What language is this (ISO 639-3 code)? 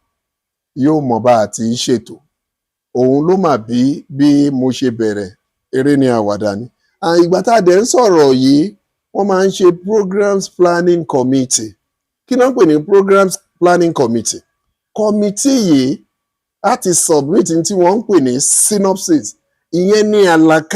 yor